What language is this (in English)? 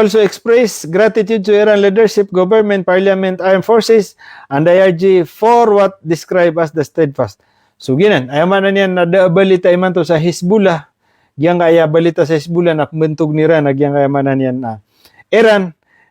Maranao